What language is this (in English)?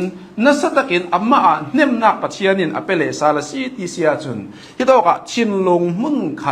Hakha Chin